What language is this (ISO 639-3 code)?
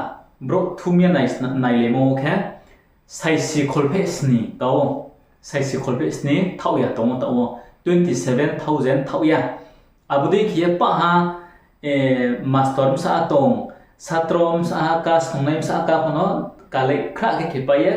ria